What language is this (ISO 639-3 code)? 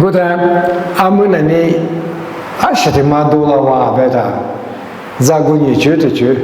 lis